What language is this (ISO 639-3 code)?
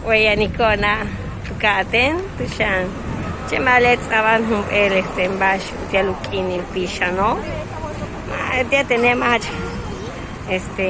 yua